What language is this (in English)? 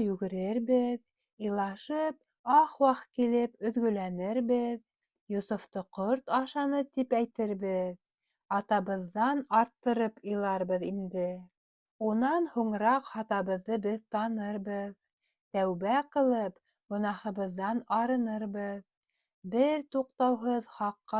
Bashkir